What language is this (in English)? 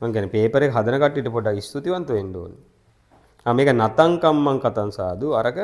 Sinhala